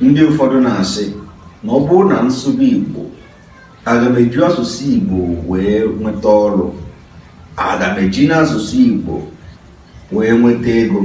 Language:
Igbo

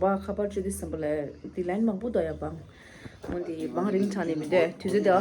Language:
Tibetan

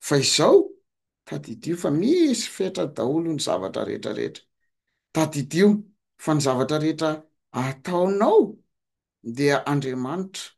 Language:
Malagasy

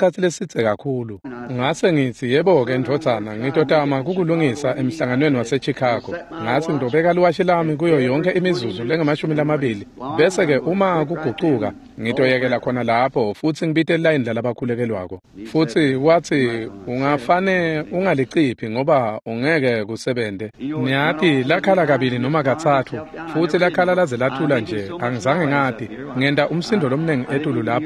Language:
Swati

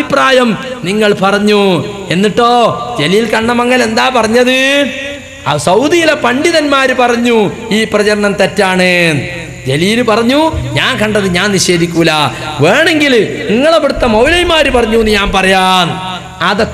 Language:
Malayalam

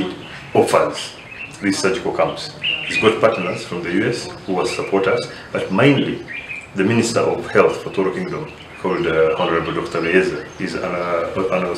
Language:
Nyankole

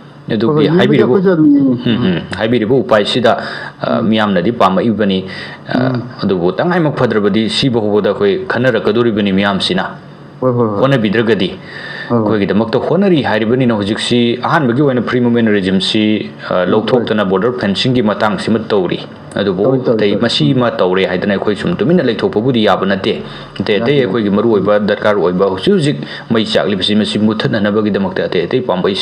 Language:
Manipuri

